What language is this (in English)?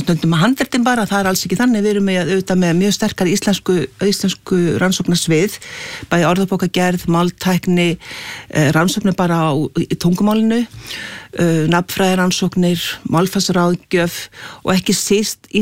Icelandic